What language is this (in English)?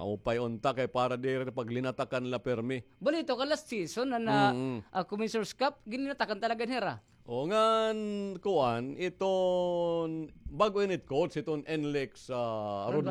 Waray